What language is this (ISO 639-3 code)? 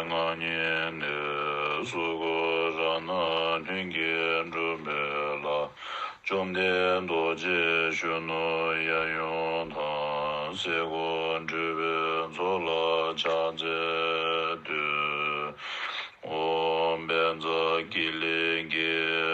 bod